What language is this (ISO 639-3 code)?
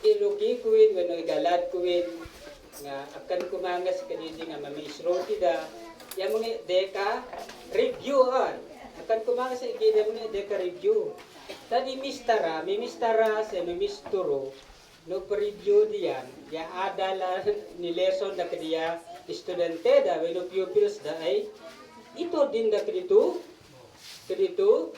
isd